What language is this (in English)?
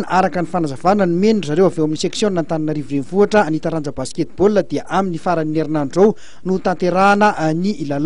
Malagasy